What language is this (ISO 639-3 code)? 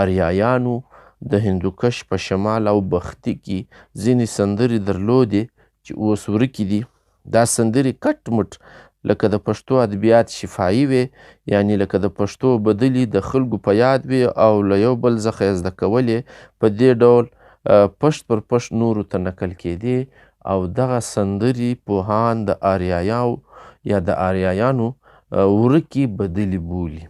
pus